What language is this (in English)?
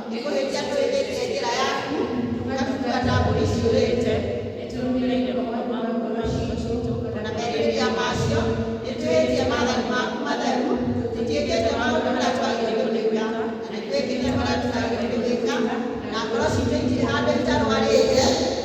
Kikuyu